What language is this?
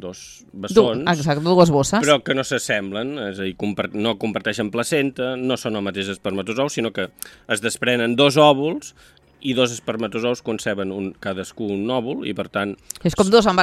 Catalan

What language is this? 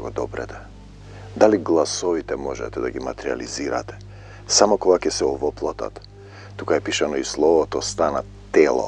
Macedonian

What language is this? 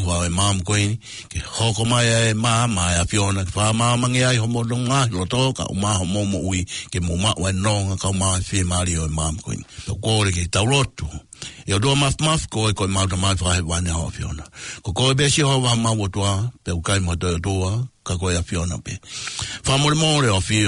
Tongan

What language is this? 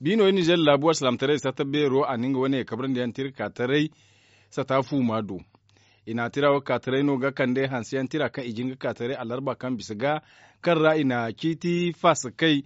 Zarma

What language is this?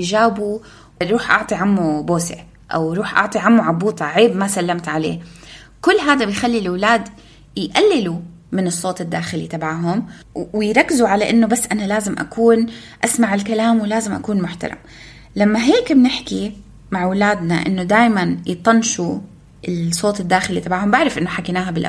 North Levantine Arabic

